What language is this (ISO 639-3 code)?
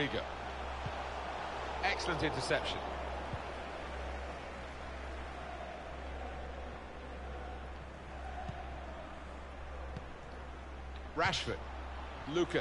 eng